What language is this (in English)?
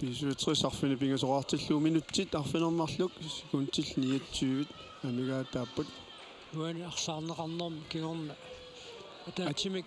Kalaallisut